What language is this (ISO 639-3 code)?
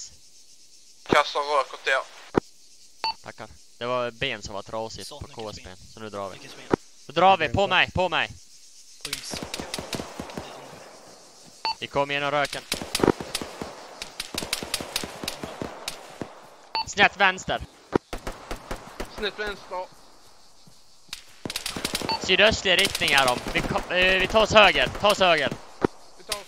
swe